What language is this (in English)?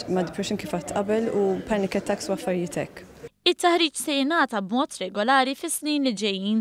Maltese